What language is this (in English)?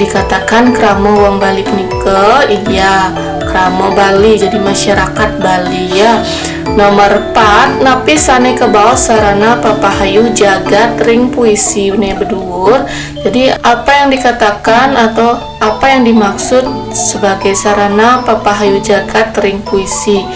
Balinese